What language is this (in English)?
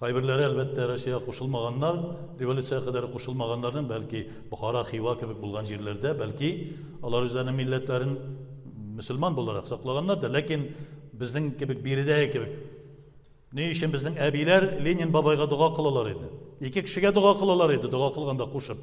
Tatar